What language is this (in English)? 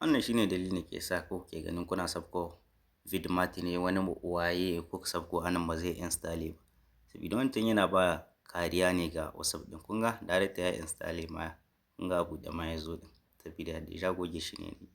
Hausa